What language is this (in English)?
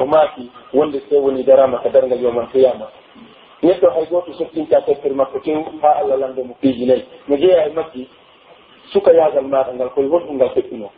Pular